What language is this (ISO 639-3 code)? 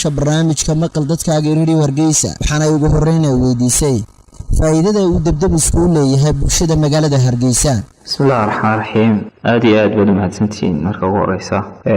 som